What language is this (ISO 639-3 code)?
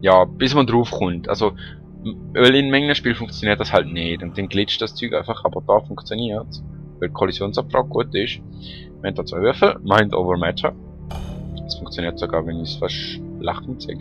gsw